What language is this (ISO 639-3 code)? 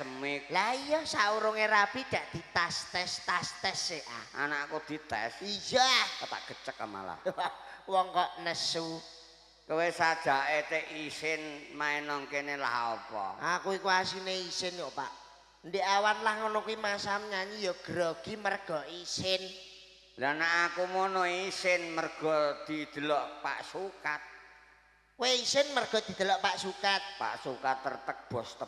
jav